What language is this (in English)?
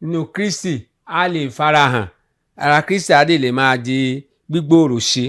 Yoruba